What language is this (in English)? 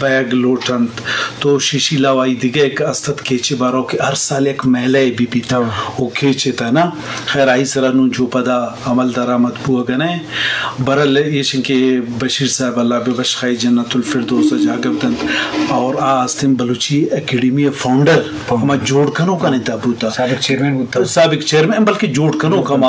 Eastern Balochi